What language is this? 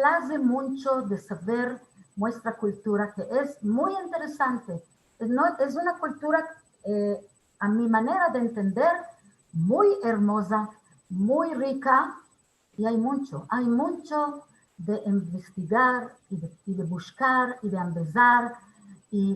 Ladino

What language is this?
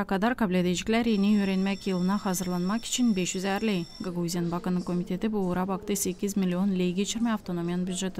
Gagauz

